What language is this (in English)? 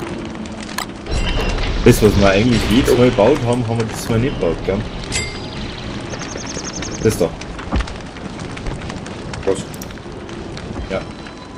German